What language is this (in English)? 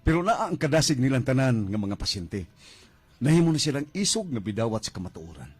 Cebuano